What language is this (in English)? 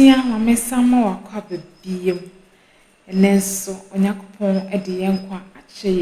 Akan